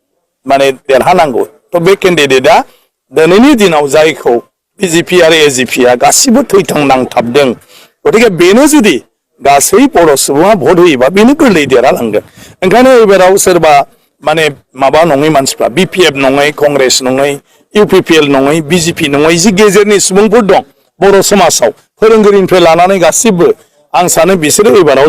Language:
Bodo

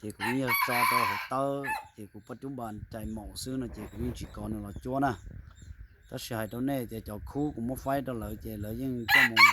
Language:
Hmong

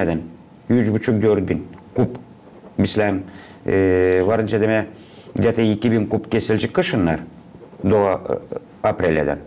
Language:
Gagauz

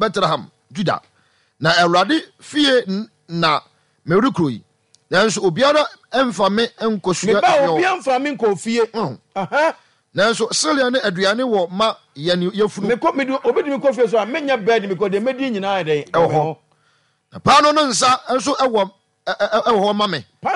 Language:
Akan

